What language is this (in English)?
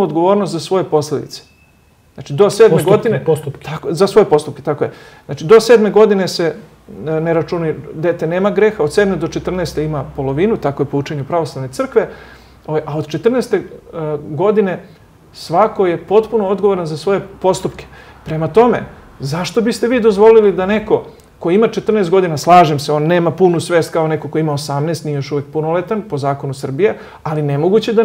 Serbian